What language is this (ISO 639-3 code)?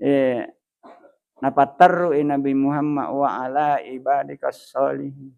bug